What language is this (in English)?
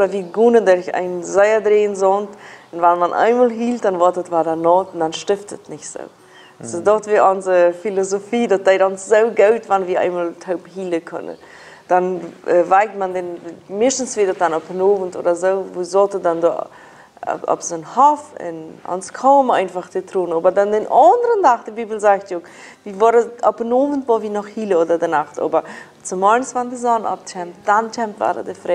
Plautdietsch